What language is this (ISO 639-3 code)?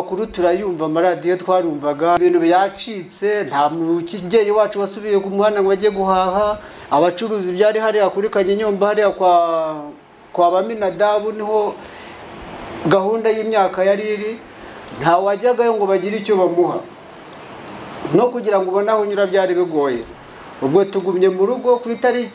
kin